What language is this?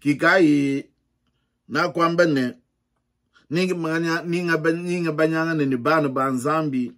Luba-Lulua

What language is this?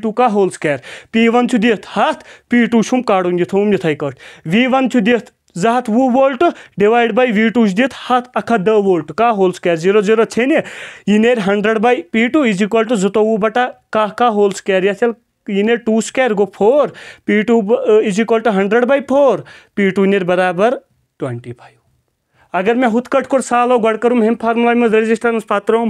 Kashmiri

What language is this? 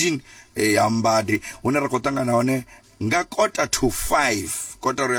Venda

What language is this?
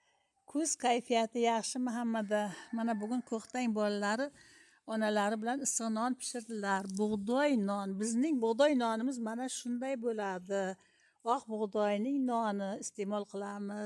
Uzbek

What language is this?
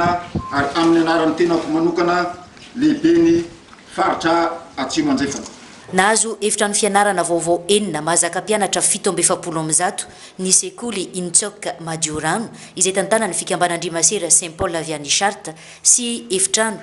Malagasy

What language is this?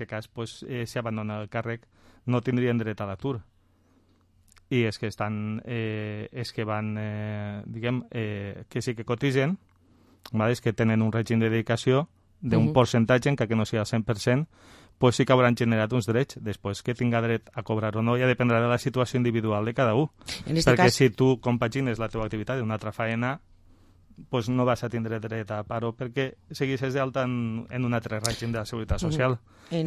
Catalan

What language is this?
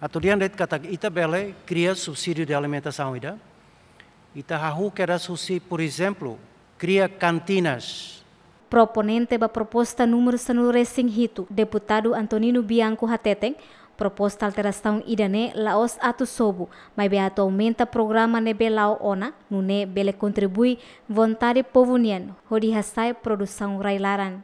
Tetum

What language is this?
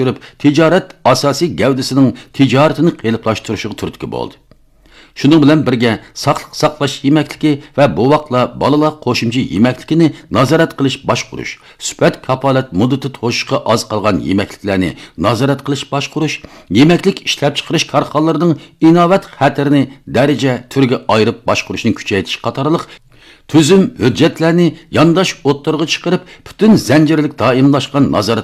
Uyghur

